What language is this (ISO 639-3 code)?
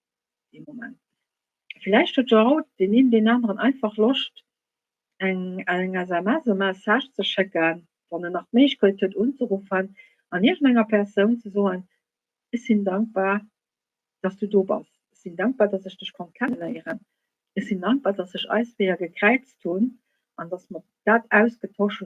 ltz